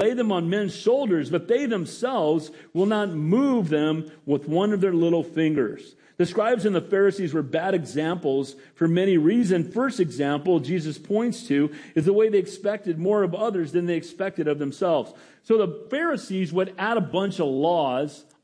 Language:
English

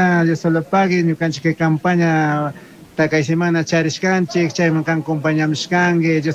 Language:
Chimborazo Highland Quichua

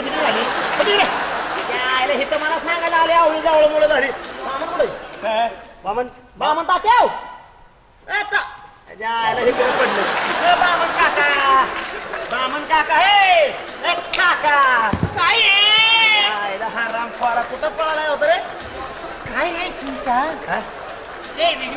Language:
Marathi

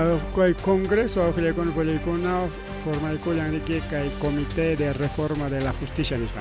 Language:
Ayacucho Quechua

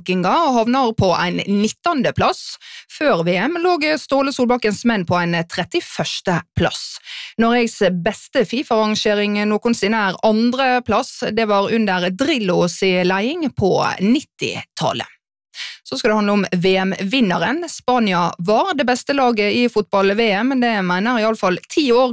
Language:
Norwegian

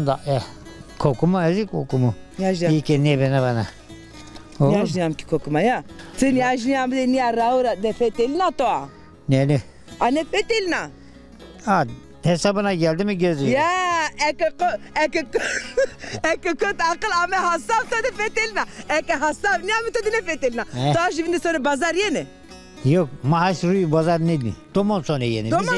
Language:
Zaza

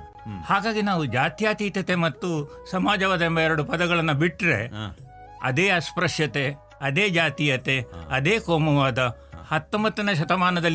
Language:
Kannada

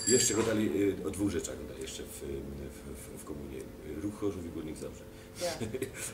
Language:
Silesian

